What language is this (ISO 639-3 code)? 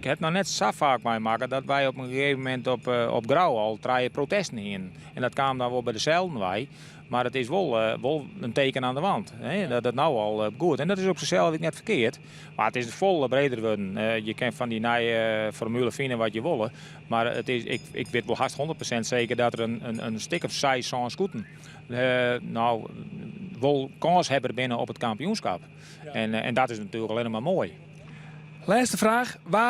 fry